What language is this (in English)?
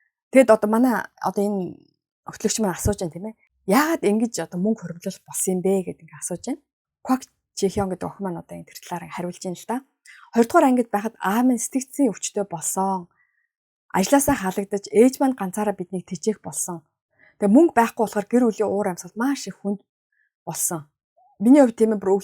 Mongolian